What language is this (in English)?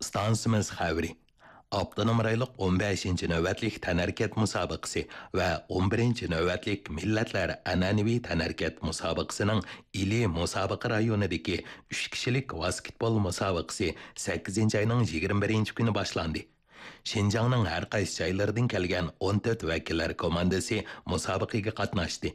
Uyghur